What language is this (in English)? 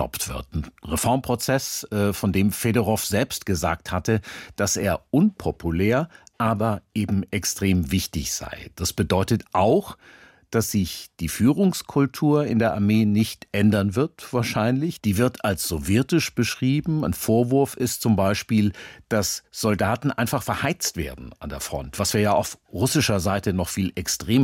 German